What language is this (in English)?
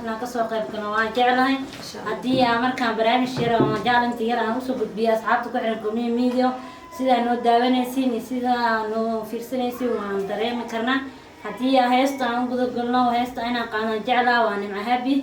Somali